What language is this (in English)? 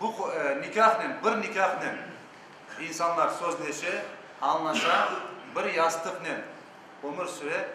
Crimean Tatar